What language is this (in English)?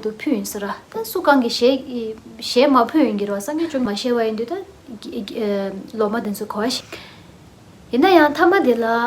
Tibetan